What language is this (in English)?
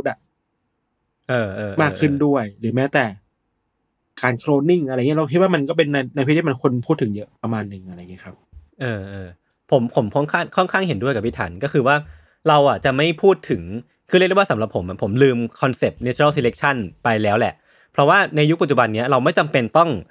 Thai